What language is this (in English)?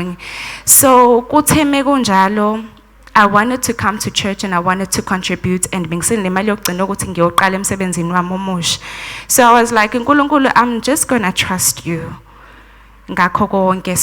Zulu